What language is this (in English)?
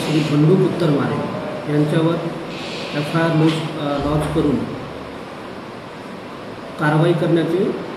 Marathi